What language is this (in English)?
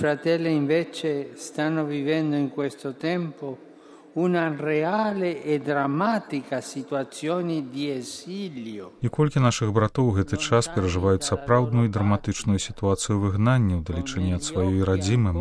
Belarusian